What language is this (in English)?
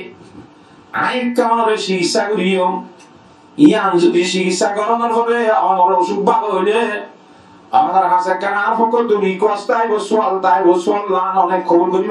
Rohingya